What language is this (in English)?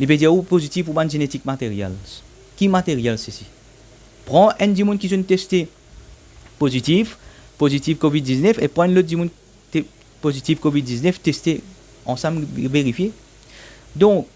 Morisyen